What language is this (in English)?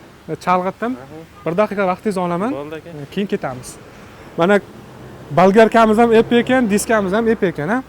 Uzbek